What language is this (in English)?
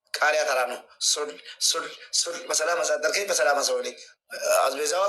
Amharic